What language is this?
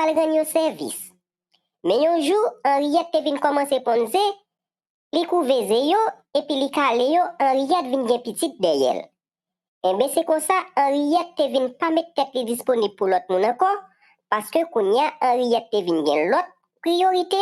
Haitian Creole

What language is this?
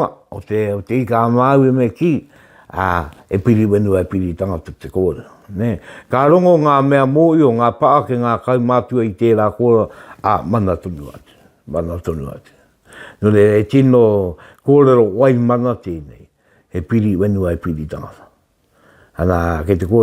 Māori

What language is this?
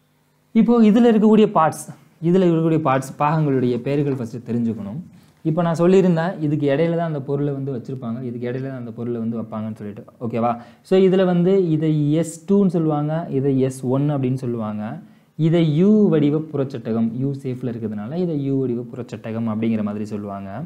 Tamil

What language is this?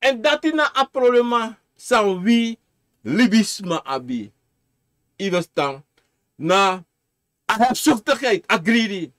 Sranan Tongo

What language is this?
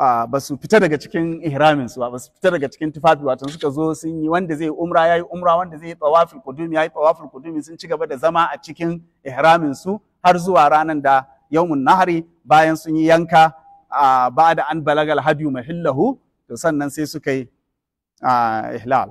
Hausa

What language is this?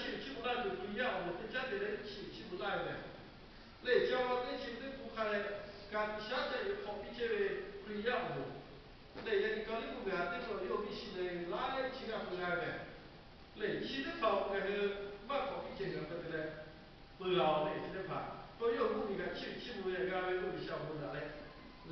Lahu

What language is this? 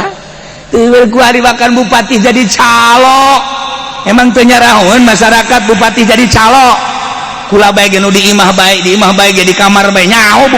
Sundanese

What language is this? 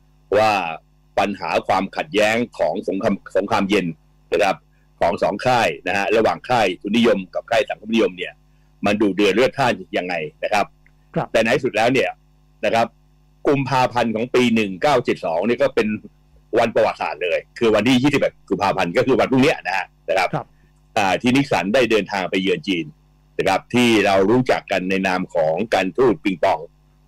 Thai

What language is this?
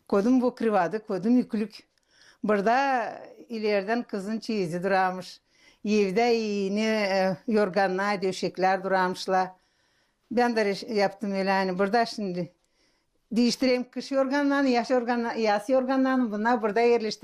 Gagauz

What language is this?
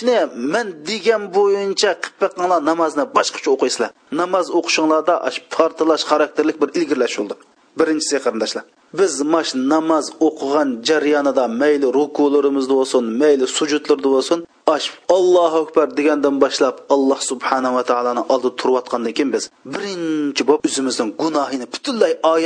Uyghur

